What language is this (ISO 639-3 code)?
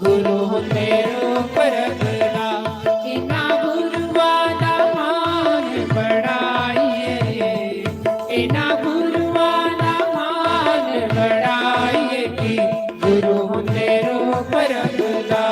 doi